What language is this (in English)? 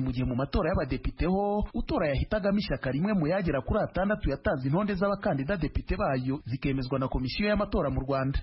Kinyarwanda